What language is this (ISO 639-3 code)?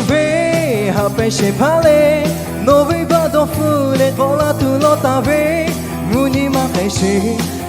lhu